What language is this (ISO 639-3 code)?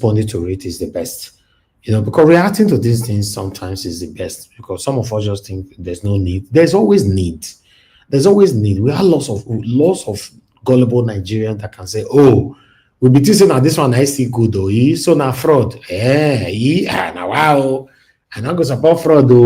pcm